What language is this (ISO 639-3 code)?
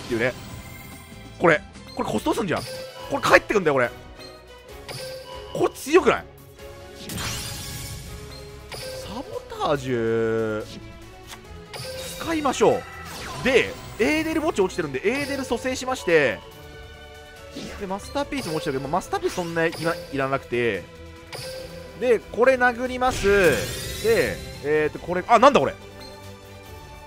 jpn